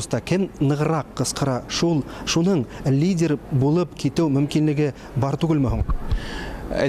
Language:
Bashkir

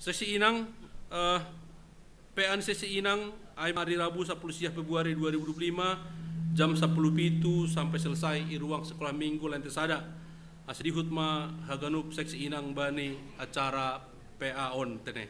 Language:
Batak Simalungun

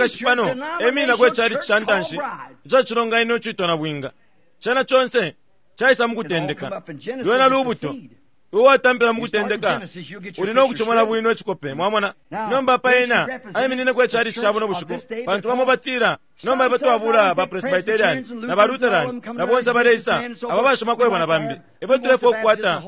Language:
Bemba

